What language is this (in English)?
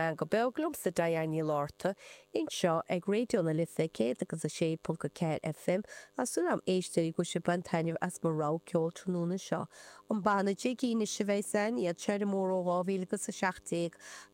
Irish